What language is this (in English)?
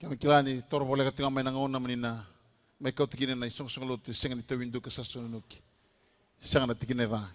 Fijian